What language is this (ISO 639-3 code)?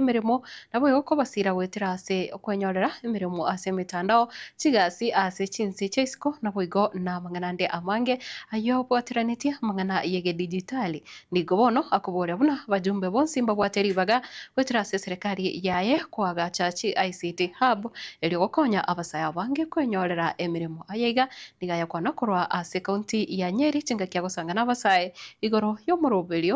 guz